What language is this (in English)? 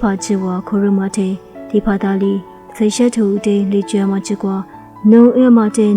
Lisu